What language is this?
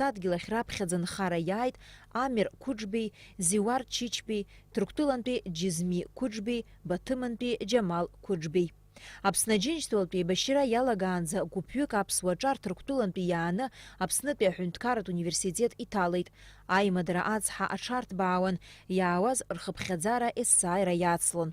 Abkhazian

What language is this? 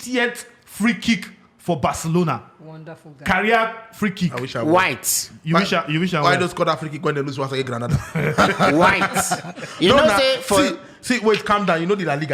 Nigerian Pidgin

